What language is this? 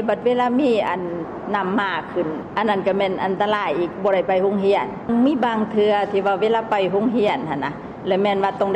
Lao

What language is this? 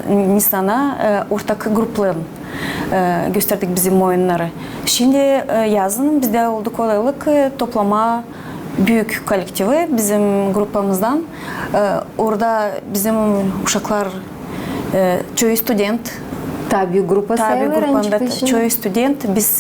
Gagauz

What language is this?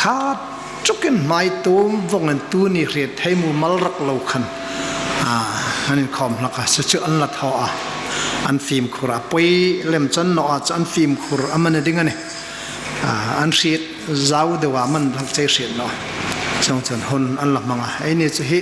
Hmar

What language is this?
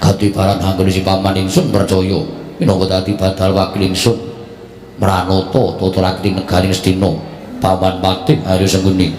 Javanese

